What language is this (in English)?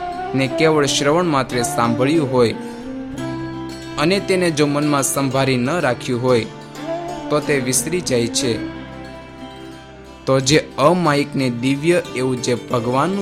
Gujarati